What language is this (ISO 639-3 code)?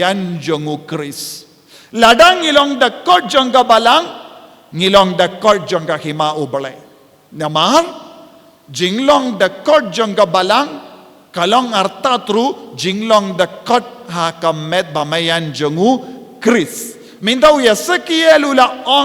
kha